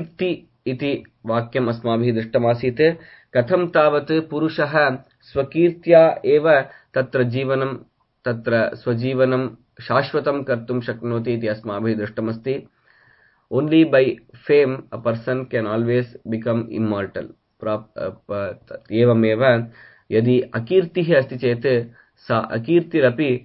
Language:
Sanskrit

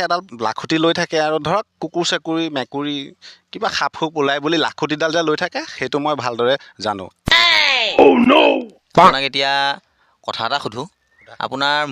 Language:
Assamese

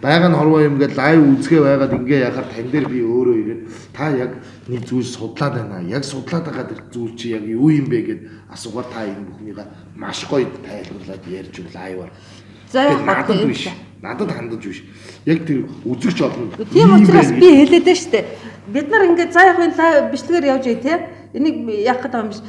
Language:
Mongolian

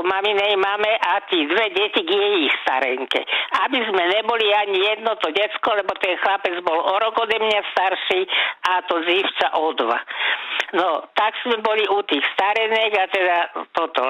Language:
Slovak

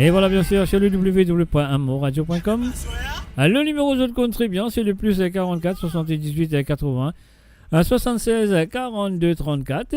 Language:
Morisyen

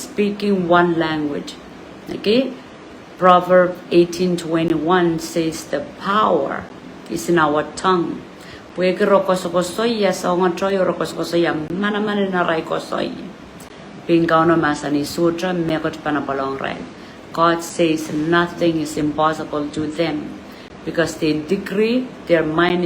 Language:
Pohnpeian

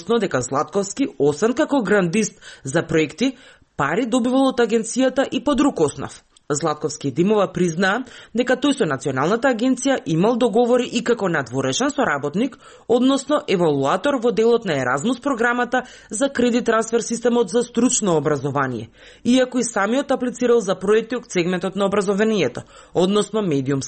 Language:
Macedonian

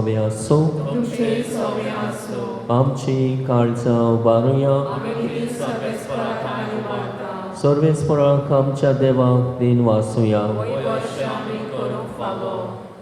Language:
Konkani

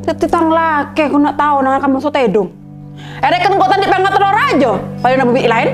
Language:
Madurese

